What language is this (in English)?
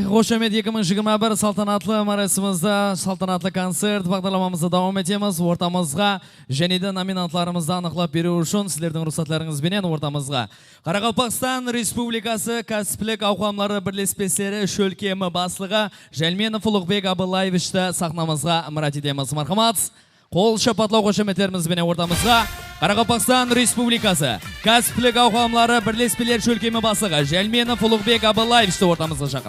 Kara-Kalpak